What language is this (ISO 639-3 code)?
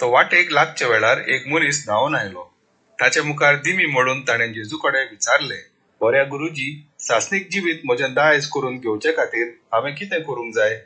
kok